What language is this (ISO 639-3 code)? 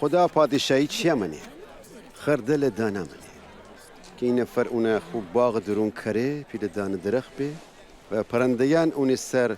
glk